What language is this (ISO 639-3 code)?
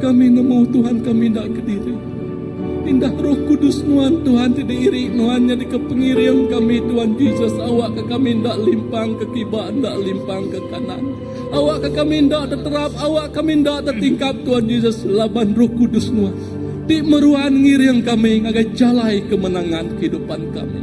iba